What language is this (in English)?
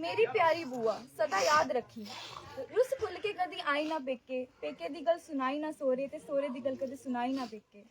Dogri